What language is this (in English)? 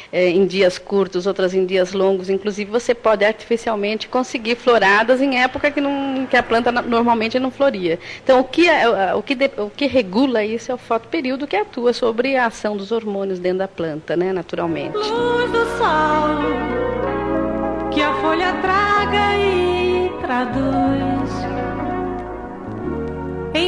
Portuguese